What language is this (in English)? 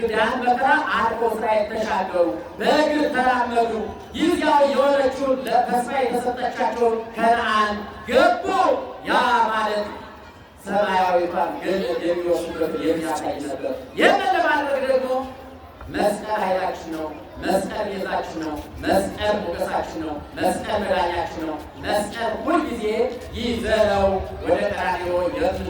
Amharic